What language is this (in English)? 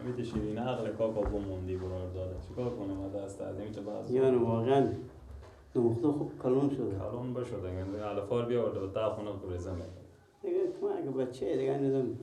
Persian